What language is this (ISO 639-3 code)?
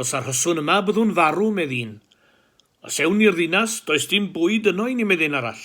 cym